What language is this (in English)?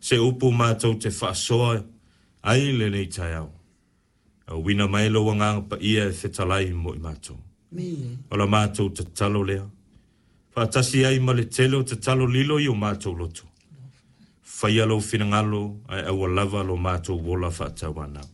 Samoan